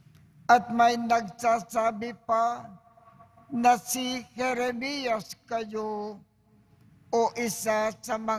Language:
Filipino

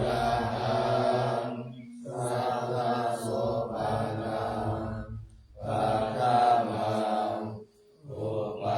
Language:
Pali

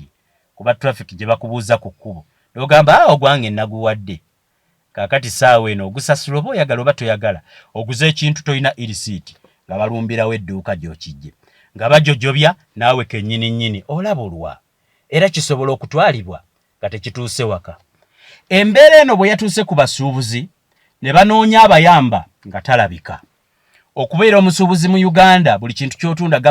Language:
Ganda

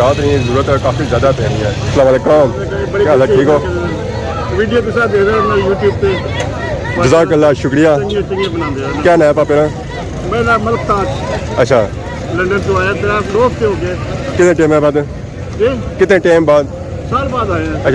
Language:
Pahari-Potwari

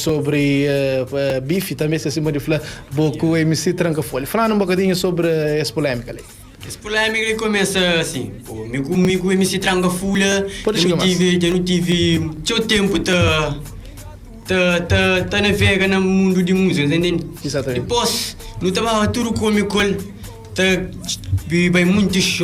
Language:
Kabuverdianu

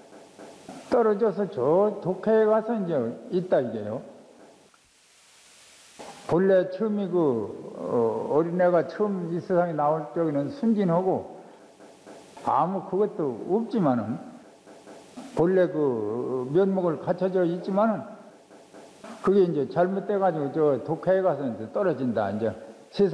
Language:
Korean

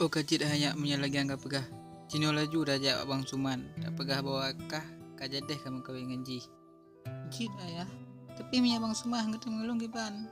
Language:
Achinese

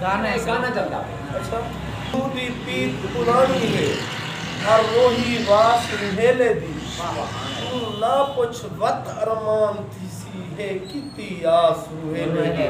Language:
Saraiki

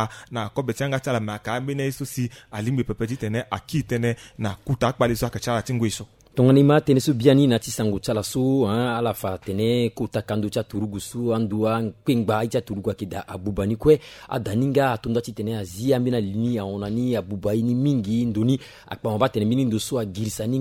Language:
Sango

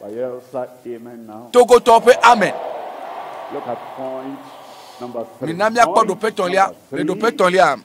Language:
Ewe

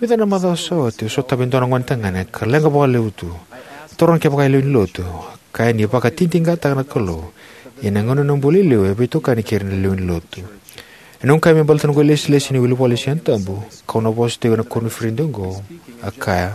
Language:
Fijian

